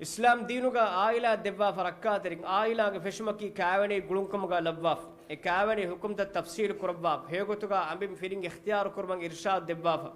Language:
Divehi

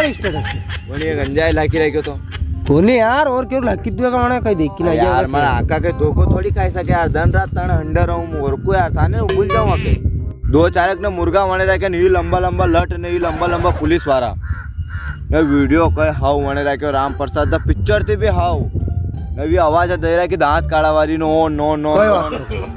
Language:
Rajasthani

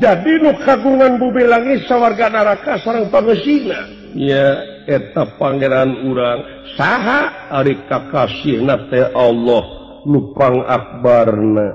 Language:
Sundanese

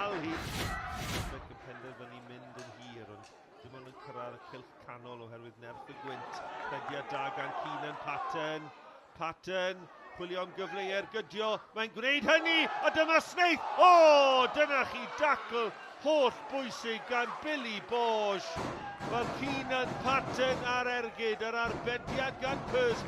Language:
Welsh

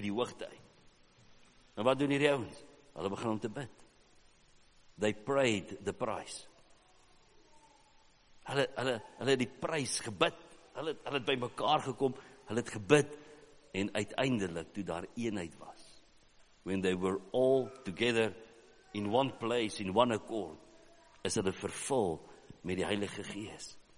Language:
Afrikaans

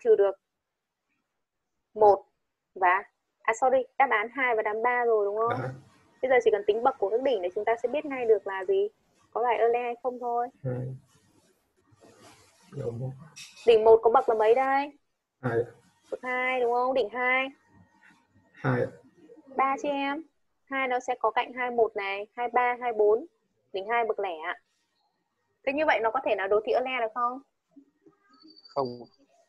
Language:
Vietnamese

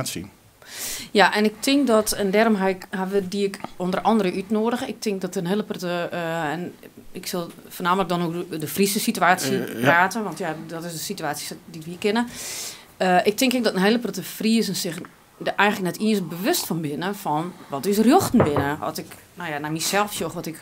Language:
Western Frisian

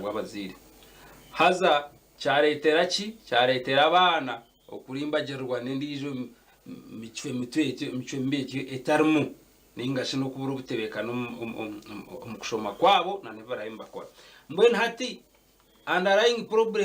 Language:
Nyankole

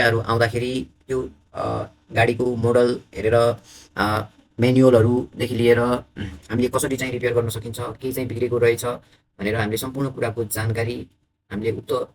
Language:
Nepali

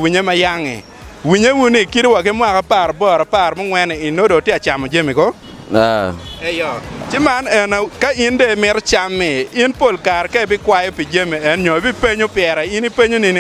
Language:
Acoli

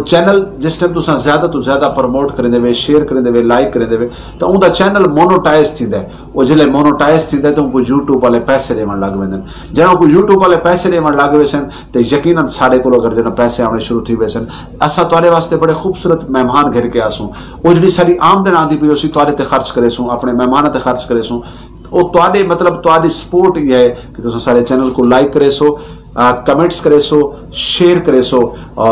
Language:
Saraiki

